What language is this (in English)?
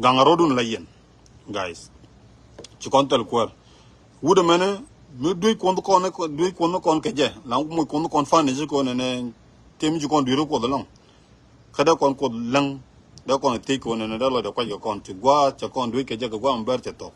Nuer